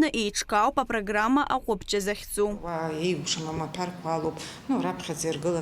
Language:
Abkhazian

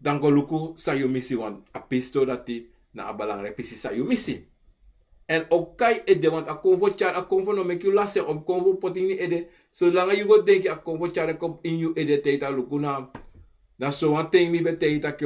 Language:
Sranan Tongo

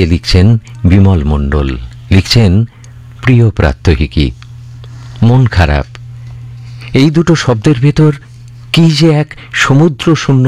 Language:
Bangla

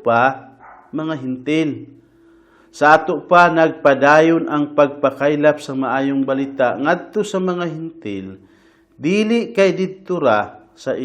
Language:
Cebuano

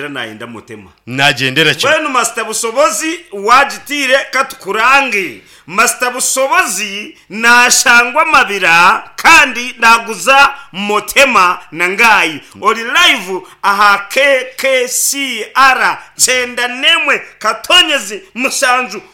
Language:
Nyankole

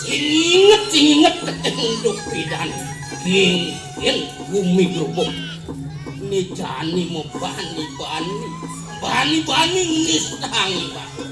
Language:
Balinese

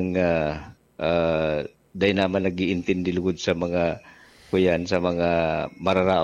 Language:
Bikol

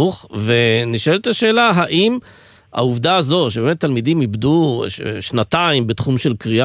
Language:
Hebrew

